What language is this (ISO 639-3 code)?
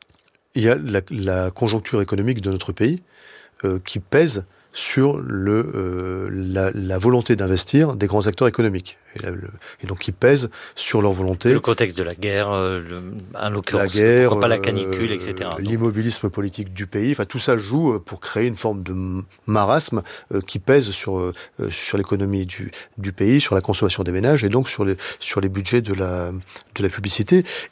fra